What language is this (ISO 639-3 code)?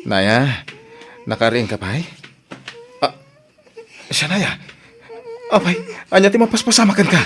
ilo